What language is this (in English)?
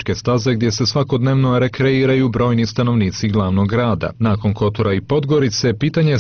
Serbian